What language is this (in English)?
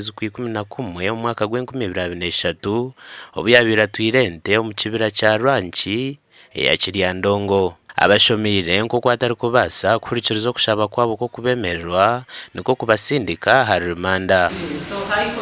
Nyankole